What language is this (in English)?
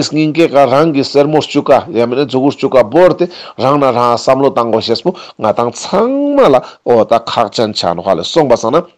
Ladakhi